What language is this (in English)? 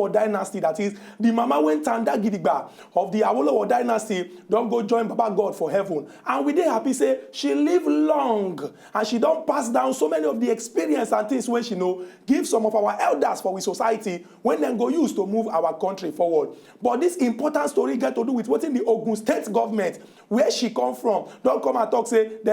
Nigerian Pidgin